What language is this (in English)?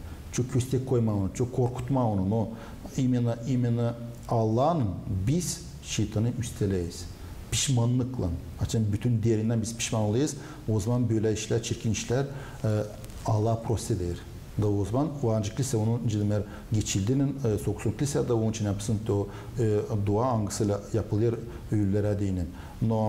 Gagauz